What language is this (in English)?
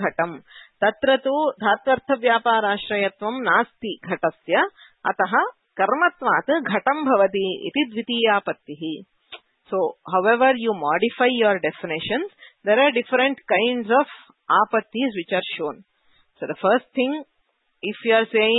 Sanskrit